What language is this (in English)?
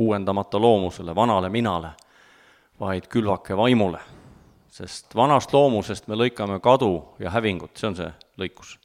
Estonian